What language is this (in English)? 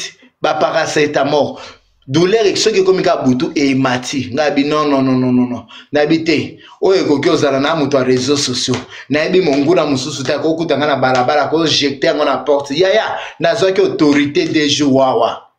Lingala